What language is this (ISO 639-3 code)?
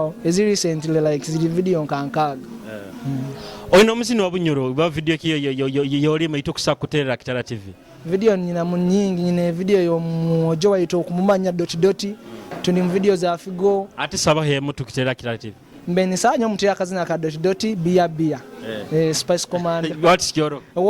nyo